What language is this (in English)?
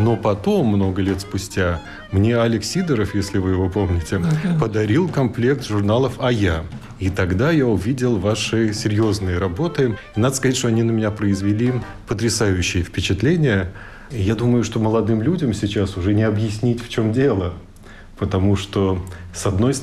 Russian